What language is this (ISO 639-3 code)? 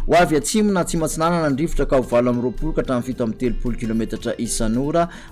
mlg